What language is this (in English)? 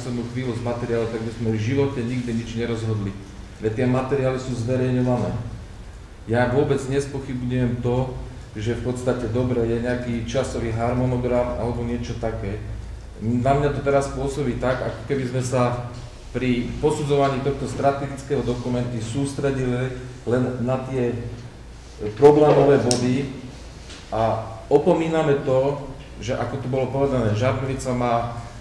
Slovak